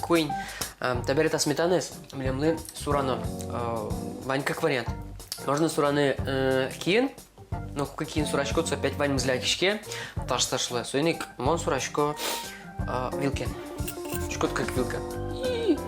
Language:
Udmurt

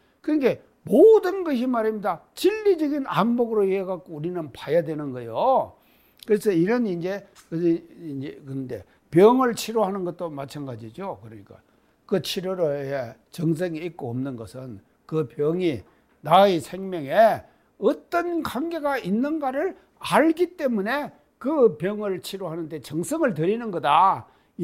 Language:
Korean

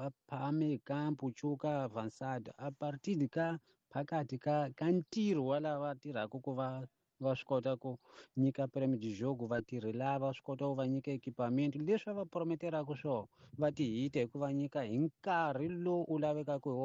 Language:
Tsonga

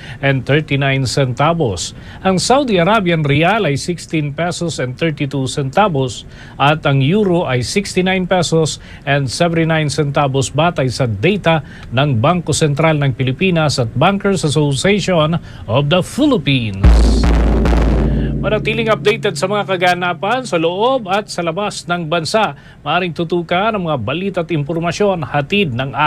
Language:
Filipino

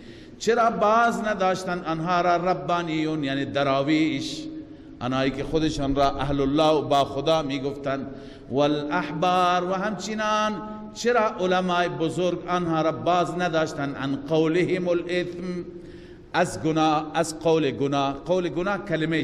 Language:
Persian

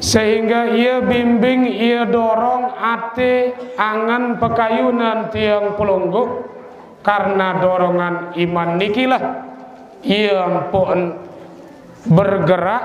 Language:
Sasak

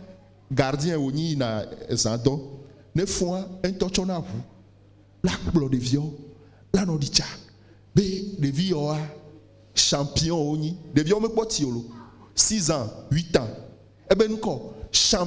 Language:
Ewe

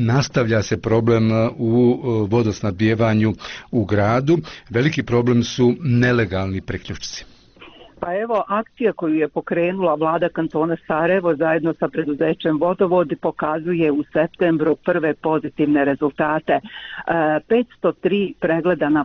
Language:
Bosnian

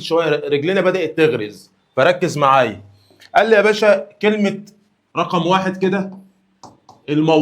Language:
Egyptian Arabic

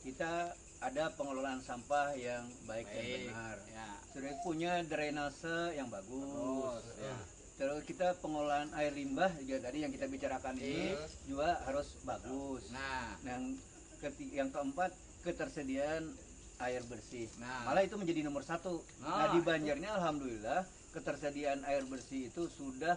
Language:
Banjar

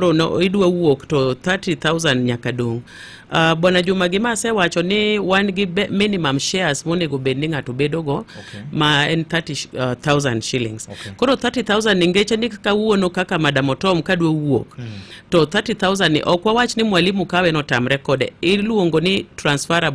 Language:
Luo (Kenya and Tanzania)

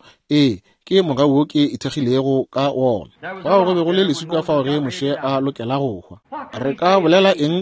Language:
Northern Sotho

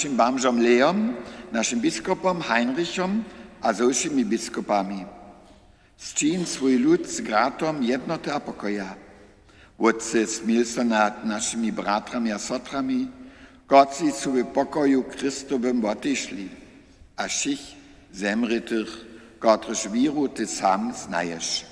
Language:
Upper Sorbian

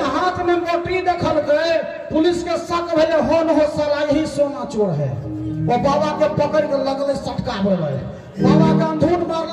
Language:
Maithili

